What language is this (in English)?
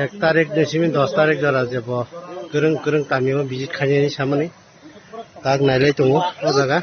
Kok Borok